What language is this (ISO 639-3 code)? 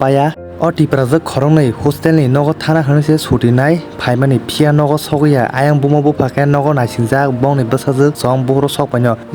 trp